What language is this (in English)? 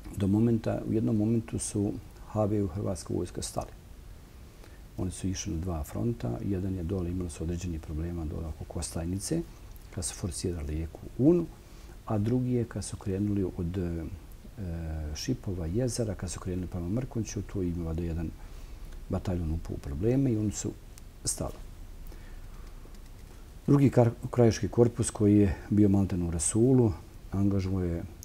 Bosnian